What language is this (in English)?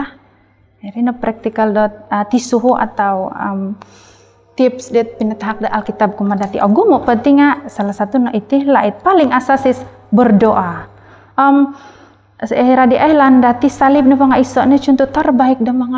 Central Dusun